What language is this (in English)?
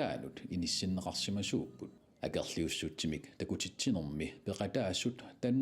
Kalaallisut